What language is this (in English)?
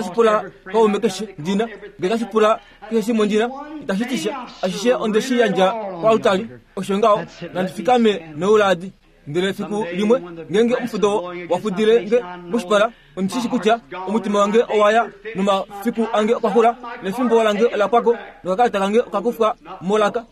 Kuanyama